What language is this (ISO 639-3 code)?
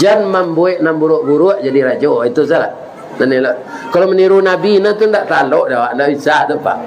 min